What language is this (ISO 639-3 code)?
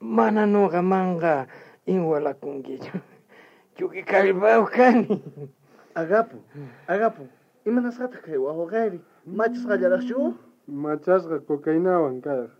quh